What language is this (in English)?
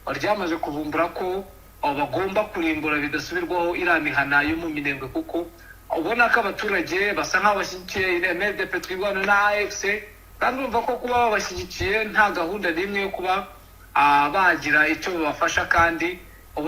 Kinyarwanda